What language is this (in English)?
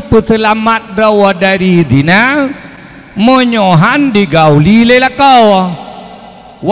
Achinese